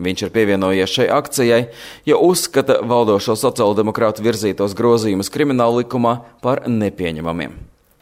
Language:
Latvian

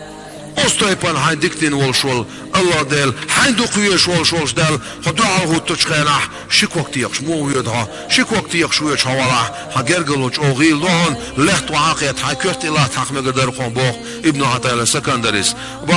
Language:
Chechen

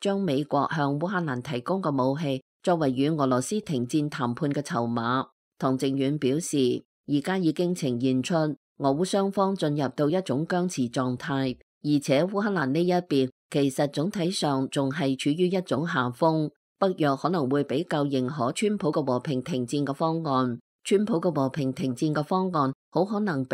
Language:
Cantonese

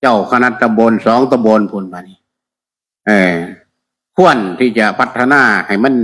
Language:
Northeastern Thai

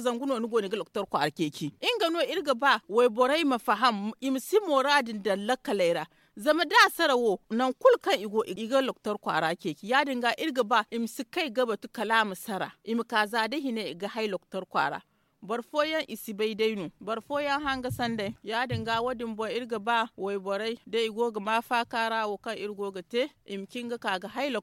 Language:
Zarma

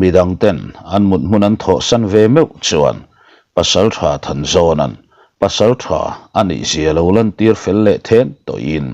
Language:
Mizo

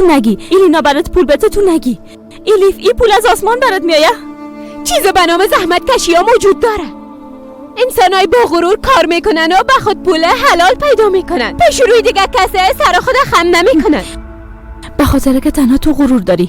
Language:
Persian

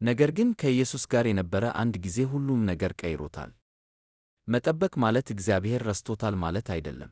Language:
Amharic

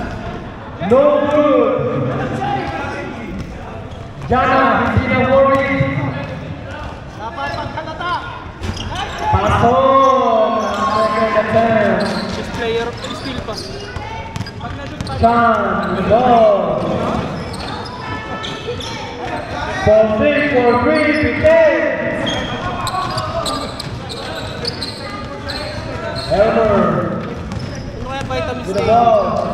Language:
Filipino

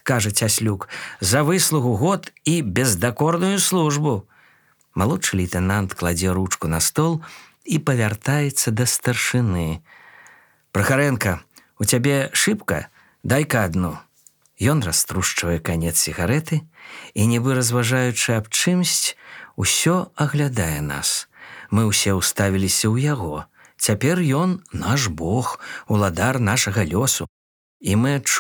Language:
Belarusian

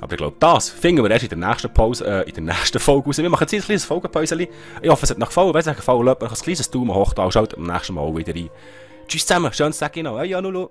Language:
Swiss German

